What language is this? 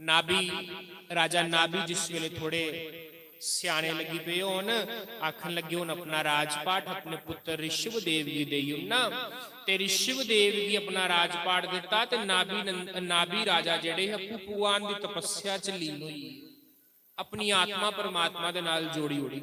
Dogri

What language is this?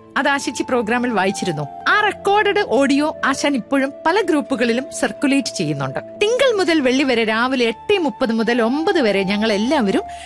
Malayalam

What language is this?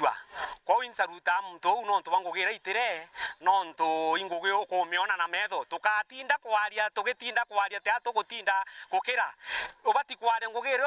Meru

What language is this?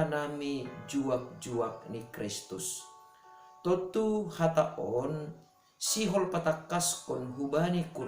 Batak Simalungun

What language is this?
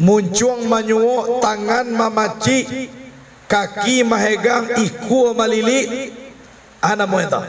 Minangkabau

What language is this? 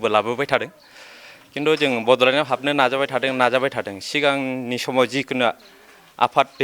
Bodo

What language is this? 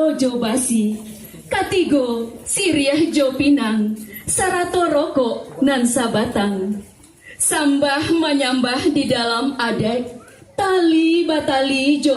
Minangkabau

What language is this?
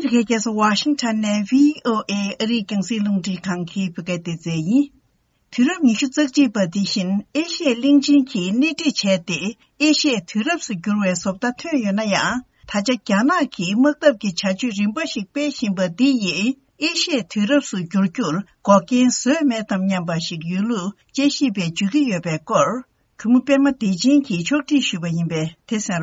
Tibetan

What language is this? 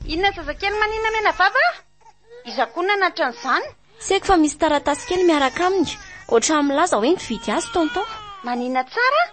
Malagasy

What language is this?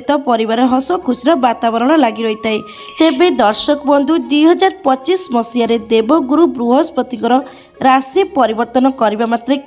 Odia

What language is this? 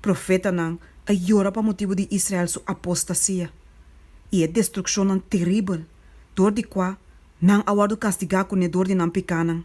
Papiamento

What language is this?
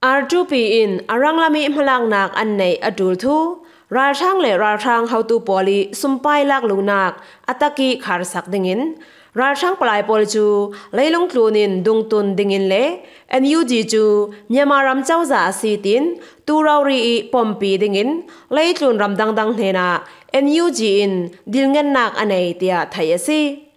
Falam Chin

